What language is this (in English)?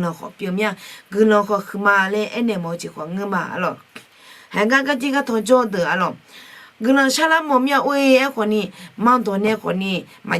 Akha